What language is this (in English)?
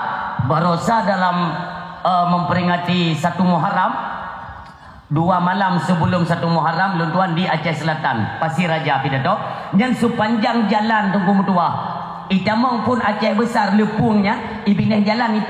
Achinese